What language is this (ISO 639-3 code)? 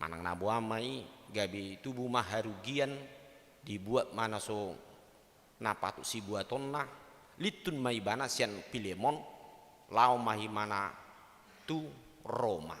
bbc